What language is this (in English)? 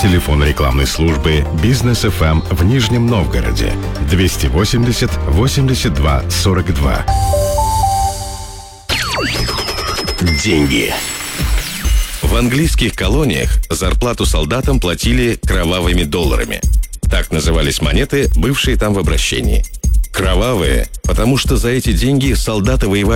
Russian